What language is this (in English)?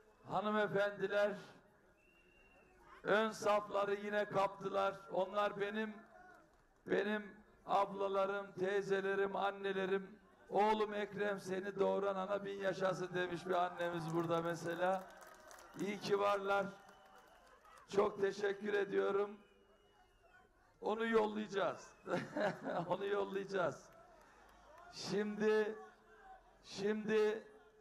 Turkish